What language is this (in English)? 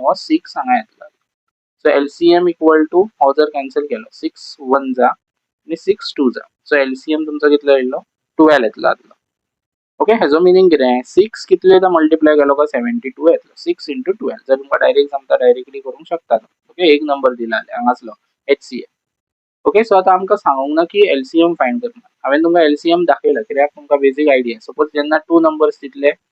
Konkani